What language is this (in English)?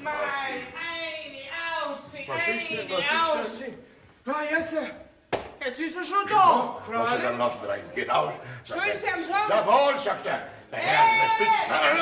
Bavarian